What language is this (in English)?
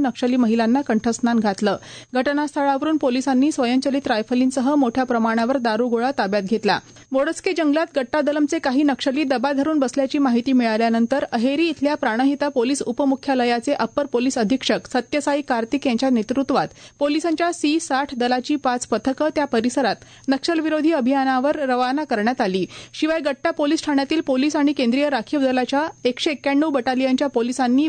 Marathi